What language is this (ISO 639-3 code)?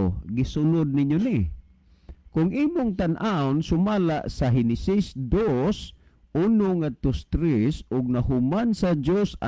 ceb